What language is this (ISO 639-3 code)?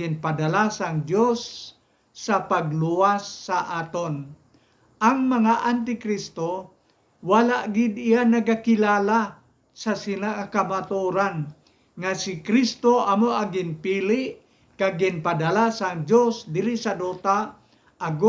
hil